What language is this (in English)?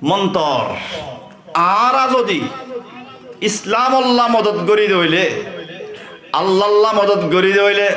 Rohingya